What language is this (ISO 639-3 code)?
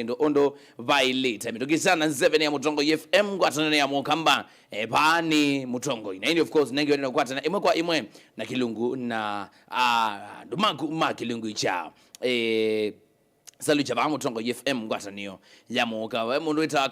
kam